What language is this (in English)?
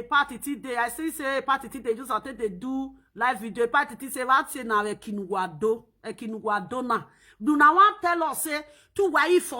Nigerian Pidgin